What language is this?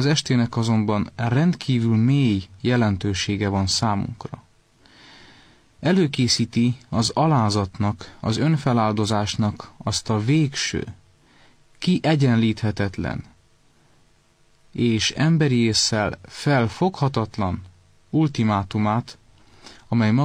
Hungarian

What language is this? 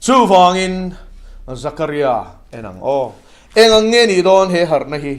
Mizo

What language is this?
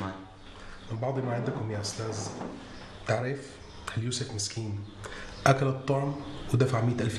North Levantine Arabic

